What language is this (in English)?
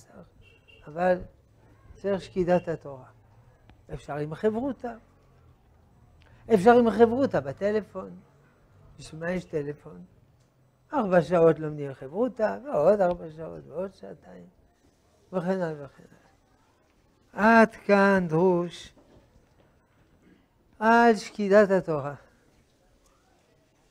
Hebrew